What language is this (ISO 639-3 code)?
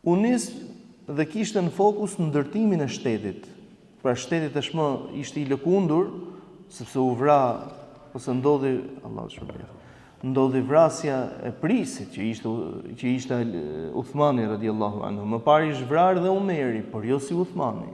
sqi